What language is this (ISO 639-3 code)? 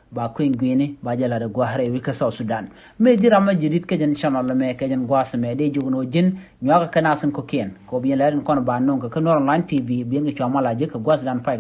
nus